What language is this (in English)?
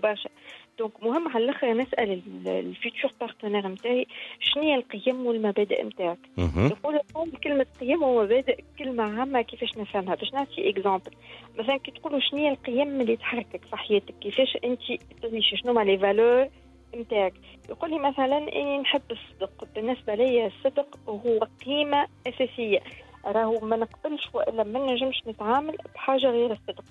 Tunisian Arabic